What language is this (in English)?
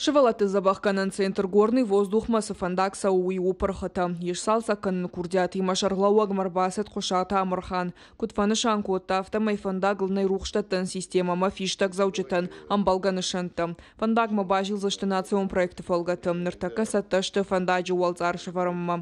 Ossetic